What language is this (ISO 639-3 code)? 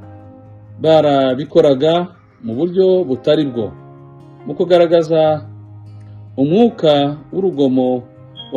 kin